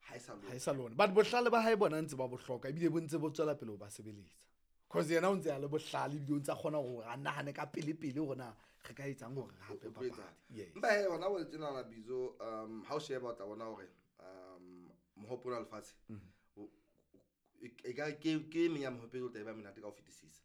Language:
Southern Sotho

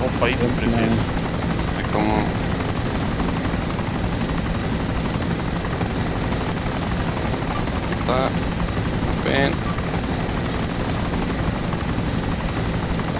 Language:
Swedish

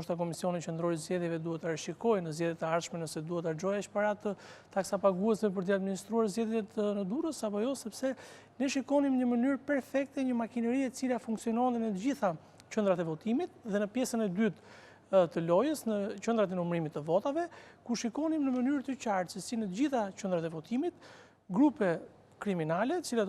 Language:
Albanian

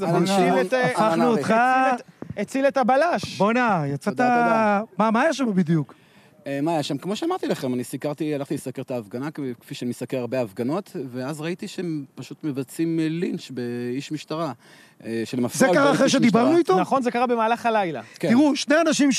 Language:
Hebrew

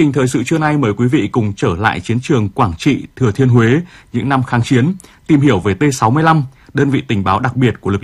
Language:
Vietnamese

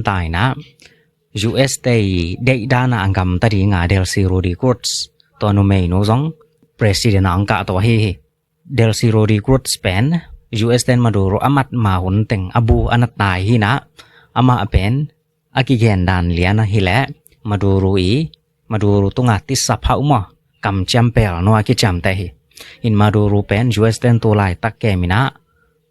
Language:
Tedim Chin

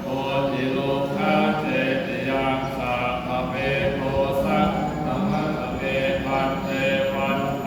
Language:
Pali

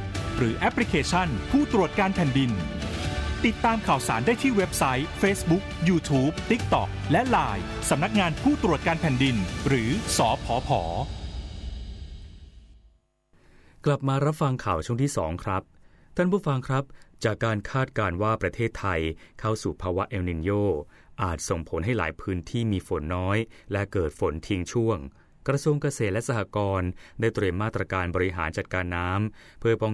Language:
Thai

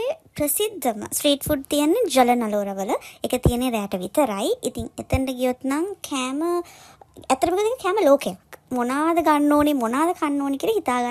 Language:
Sinhala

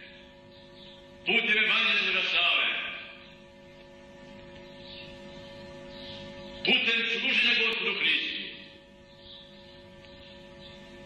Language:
Serbian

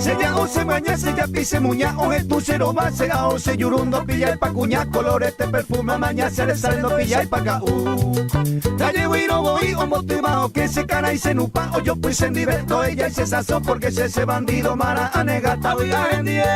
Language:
Guarani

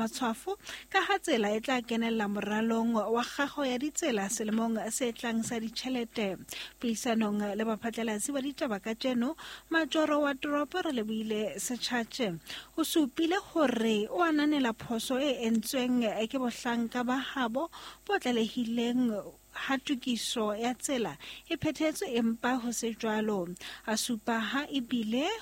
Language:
Southern Sotho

